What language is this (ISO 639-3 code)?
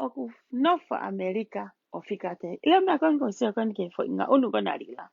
ton